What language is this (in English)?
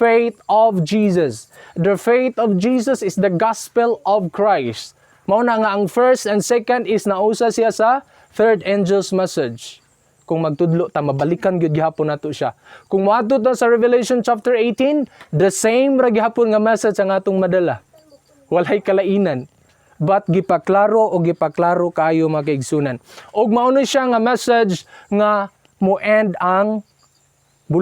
Cebuano